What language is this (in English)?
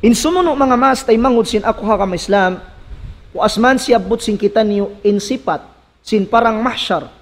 Tausug